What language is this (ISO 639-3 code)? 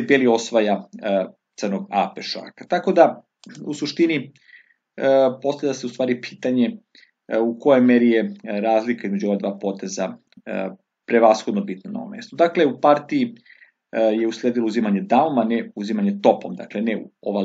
srp